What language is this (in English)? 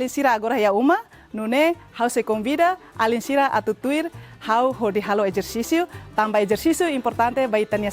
Tetum